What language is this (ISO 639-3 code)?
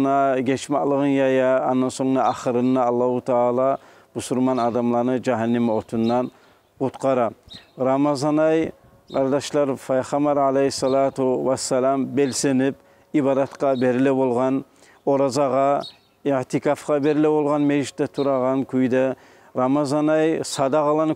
kum